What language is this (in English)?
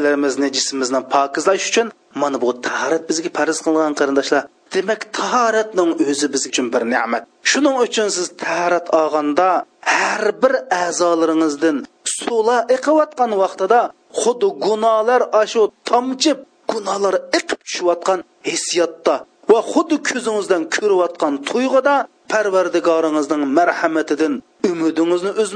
Uyghur